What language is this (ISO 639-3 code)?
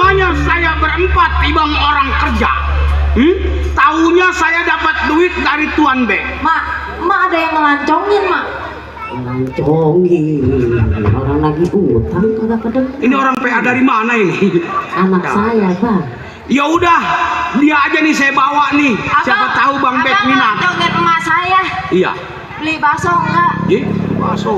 bew